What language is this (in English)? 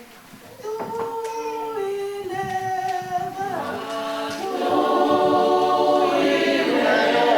Tongan